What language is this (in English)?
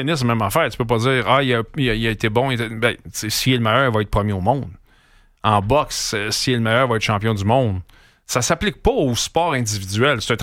French